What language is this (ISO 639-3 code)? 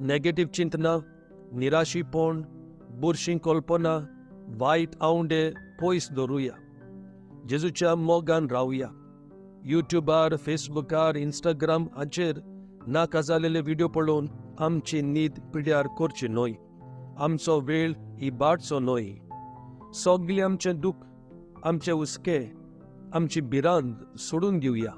kok